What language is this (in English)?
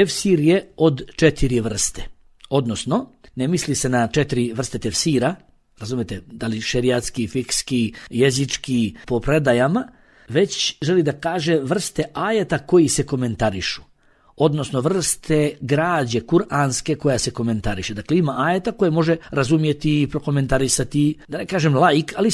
Bosnian